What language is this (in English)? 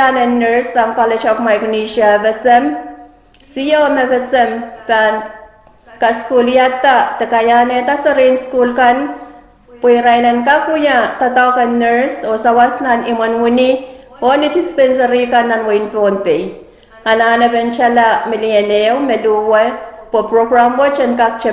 Pohnpeian